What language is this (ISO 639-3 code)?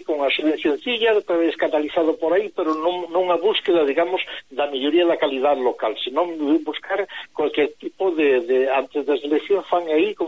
glg